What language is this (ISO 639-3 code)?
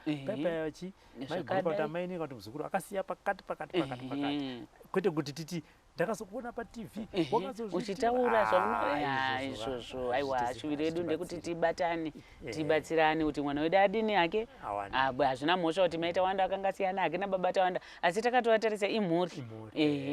sna